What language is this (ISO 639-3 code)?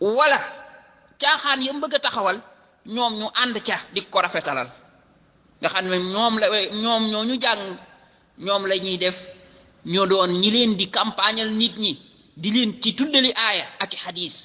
wol